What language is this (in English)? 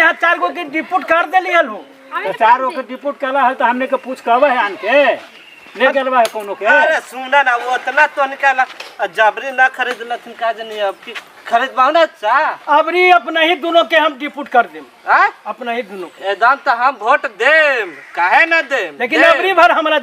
Magahi